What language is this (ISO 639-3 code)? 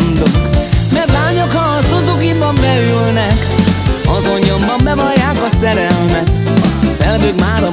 hun